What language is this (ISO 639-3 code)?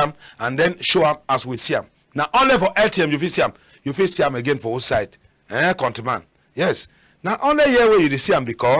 wes